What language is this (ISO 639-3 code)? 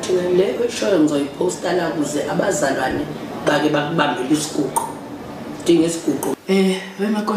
zul